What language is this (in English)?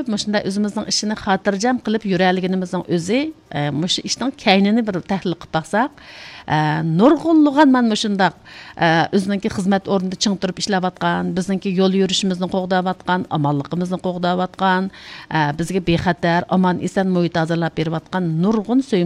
Uyghur